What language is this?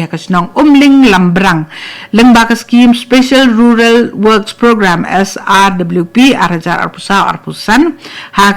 Khasi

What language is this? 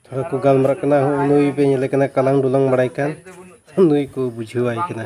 Santali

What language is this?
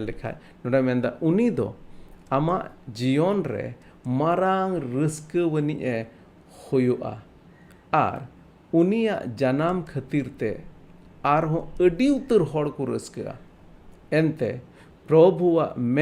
Santali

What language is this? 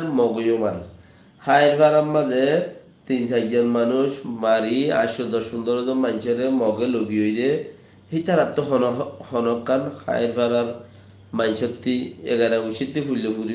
Rohingya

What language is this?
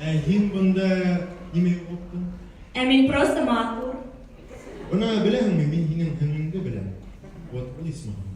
Bashkir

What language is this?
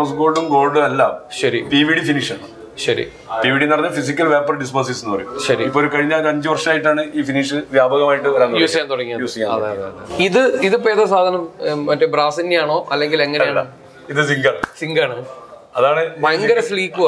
Malayalam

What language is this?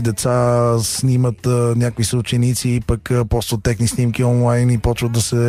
Bulgarian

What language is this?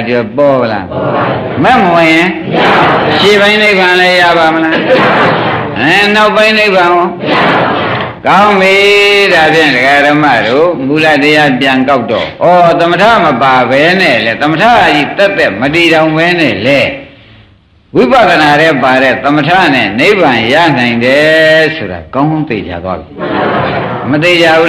Burmese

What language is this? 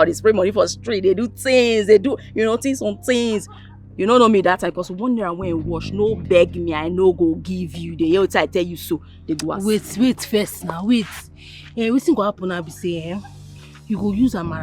Nigerian Pidgin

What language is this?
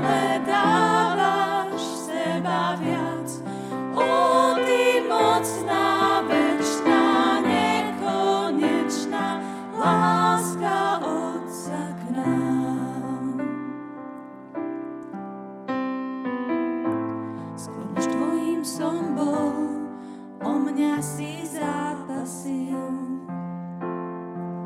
Slovak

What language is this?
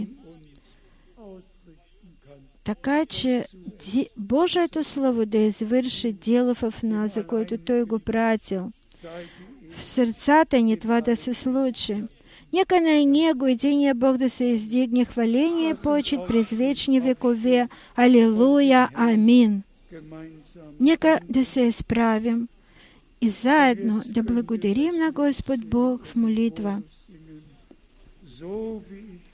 Bulgarian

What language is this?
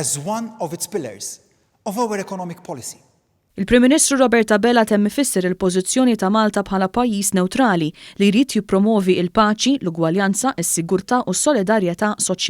Maltese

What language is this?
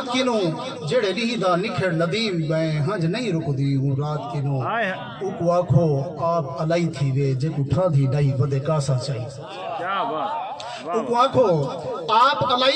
Saraiki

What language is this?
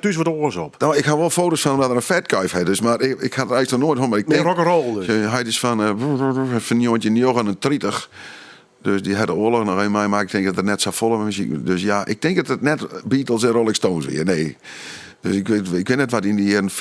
Western Frisian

